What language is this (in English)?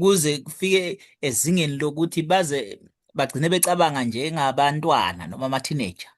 Zulu